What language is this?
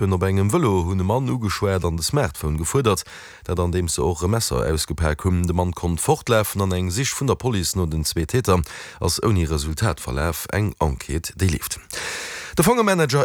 Luxembourgish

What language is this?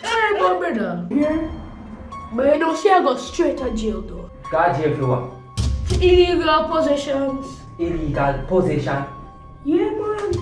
Jamaican Creole English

